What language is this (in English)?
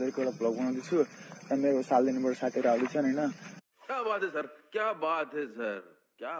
Nepali